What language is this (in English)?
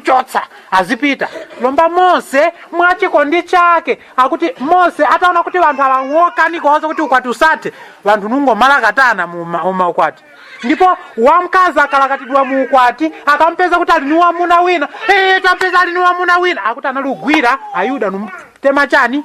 Nyanja